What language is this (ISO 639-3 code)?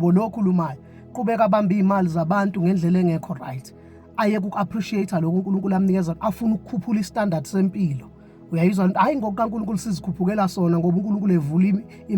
zul